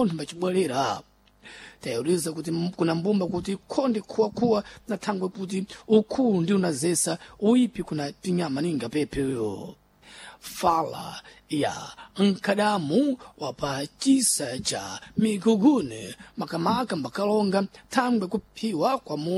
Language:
Sena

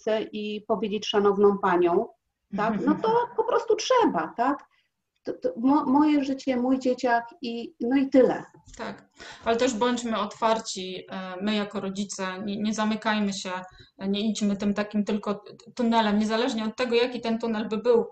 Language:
Polish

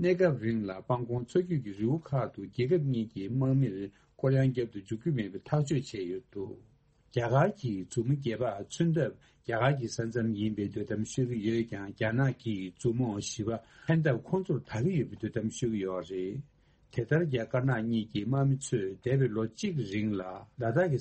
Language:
Tibetan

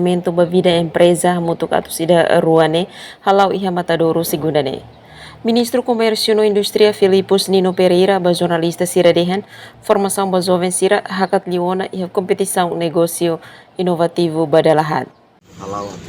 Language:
Tetum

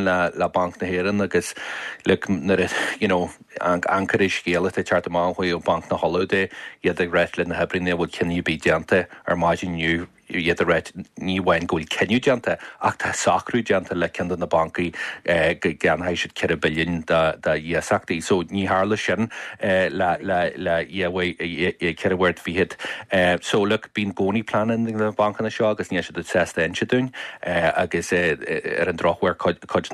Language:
Irish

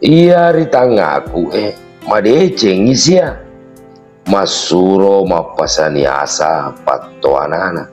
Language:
Buginese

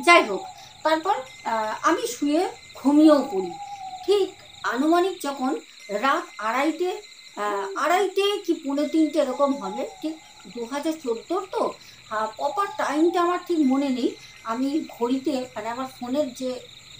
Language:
Bangla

